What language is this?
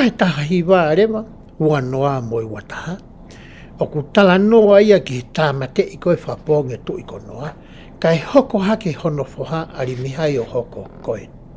Tongan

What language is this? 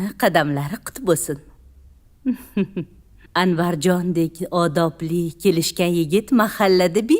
Uzbek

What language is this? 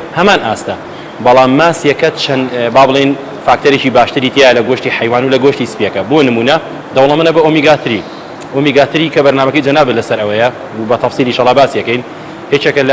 Central Kurdish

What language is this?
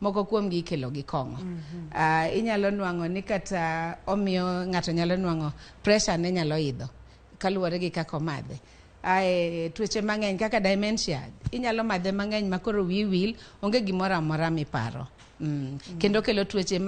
Luo (Kenya and Tanzania)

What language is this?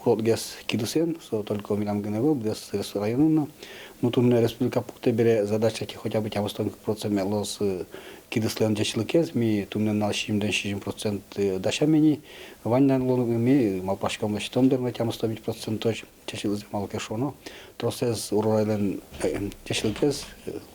Udmurt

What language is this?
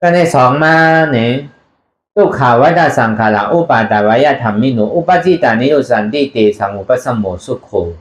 Shan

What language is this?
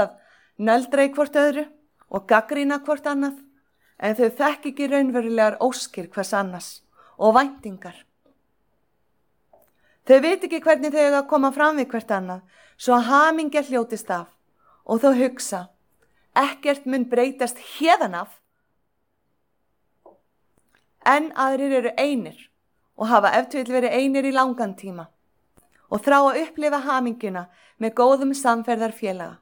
Icelandic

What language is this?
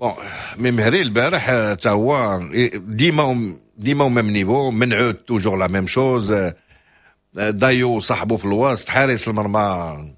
Moroccan Arabic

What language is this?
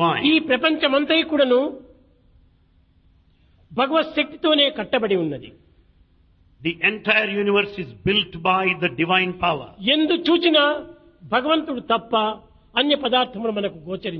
Telugu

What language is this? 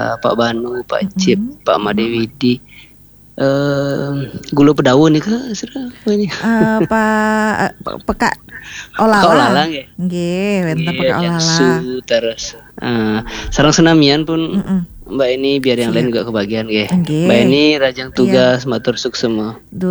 Balinese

